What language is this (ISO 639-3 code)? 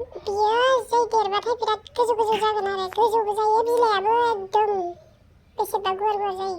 brx